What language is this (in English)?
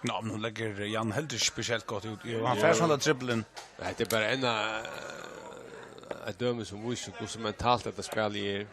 Faroese